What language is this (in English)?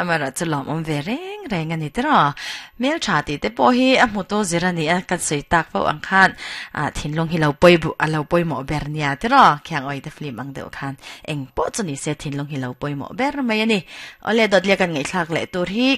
Mizo